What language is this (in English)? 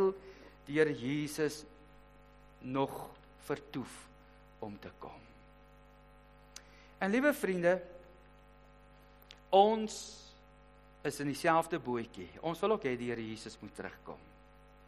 Afrikaans